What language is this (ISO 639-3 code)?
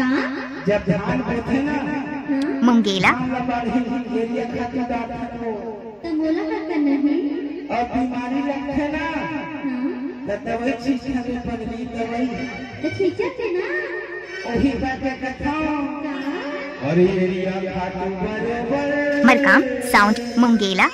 hne